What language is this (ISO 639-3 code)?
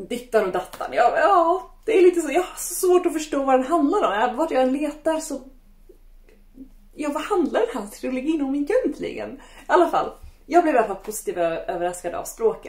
swe